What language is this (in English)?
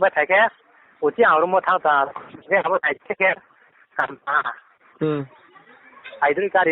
Riang (India)